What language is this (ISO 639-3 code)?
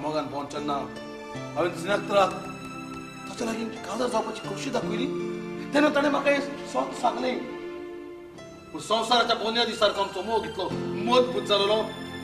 kok